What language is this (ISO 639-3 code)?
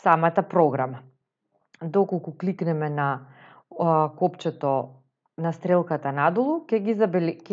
mkd